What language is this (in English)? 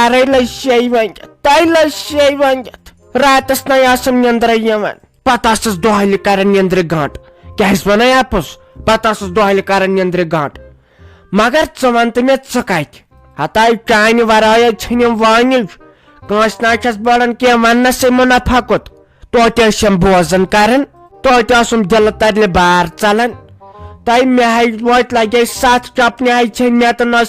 Kashmiri